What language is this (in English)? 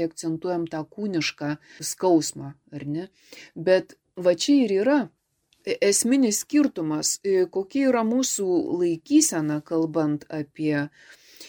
Lithuanian